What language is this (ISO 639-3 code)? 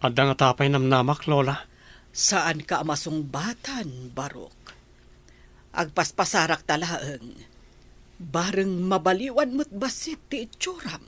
ilo